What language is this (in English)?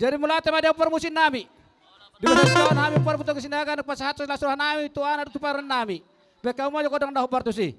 Batak Toba